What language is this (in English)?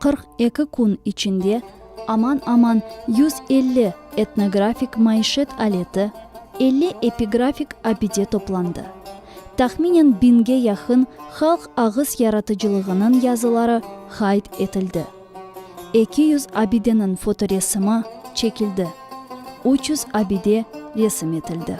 Crimean Tatar